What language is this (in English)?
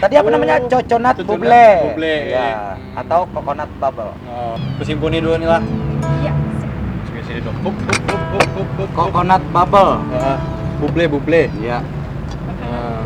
Banjar